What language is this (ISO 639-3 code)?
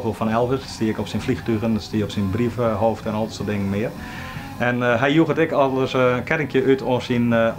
fry